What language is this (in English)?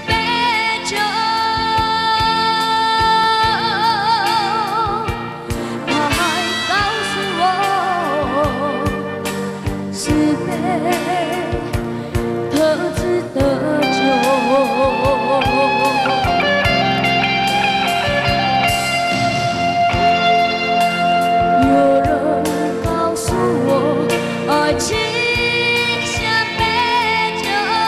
Chinese